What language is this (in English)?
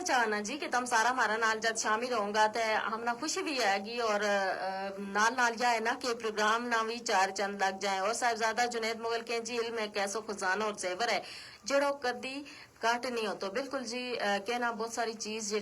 Gujari